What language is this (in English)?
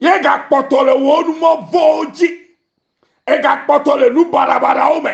Ewe